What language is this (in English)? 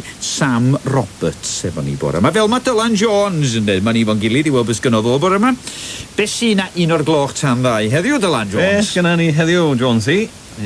Welsh